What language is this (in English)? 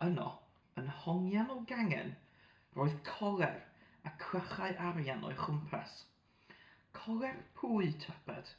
Welsh